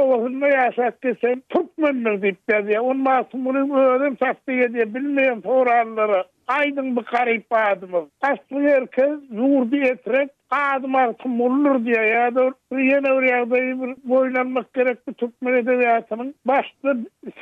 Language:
Turkmen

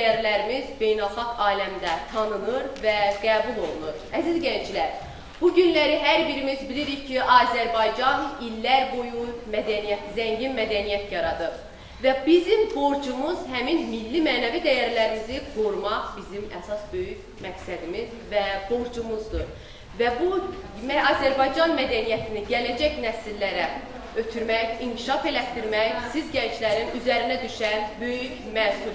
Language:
Azerbaijani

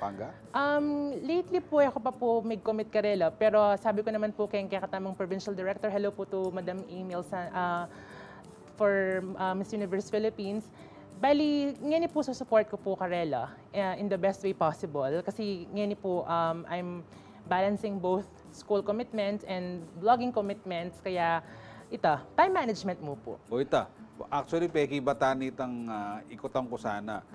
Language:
Pampanga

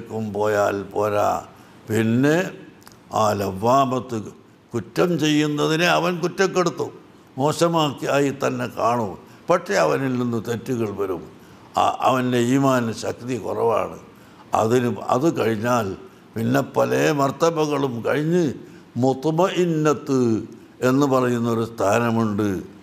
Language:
Malayalam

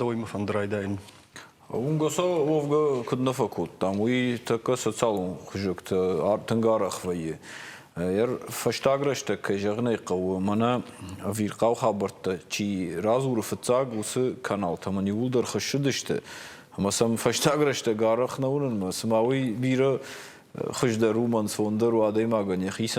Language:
Ossetic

